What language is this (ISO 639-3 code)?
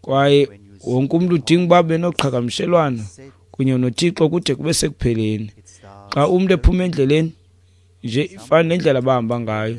xho